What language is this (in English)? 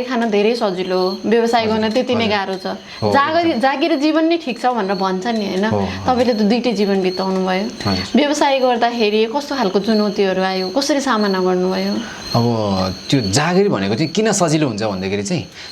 Nepali